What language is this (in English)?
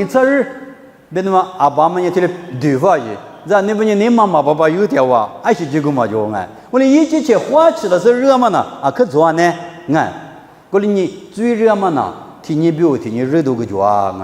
Lisu